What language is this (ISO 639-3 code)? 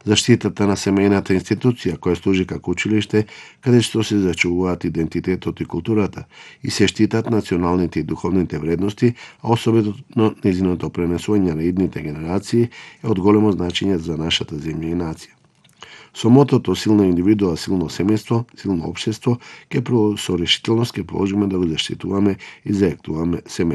mkd